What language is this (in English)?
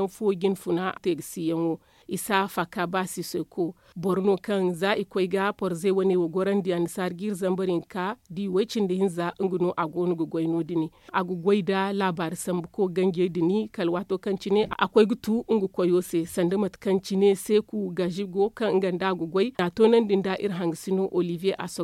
Zarma